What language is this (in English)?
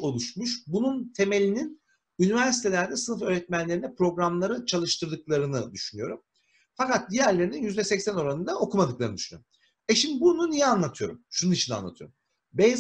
Turkish